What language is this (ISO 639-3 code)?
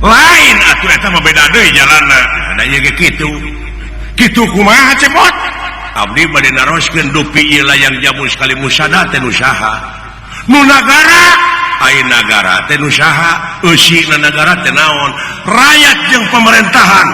sun